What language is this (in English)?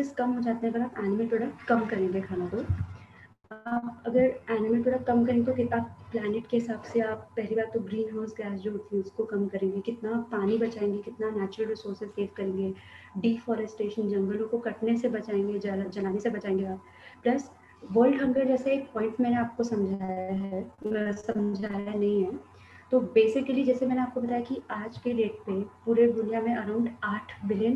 Hindi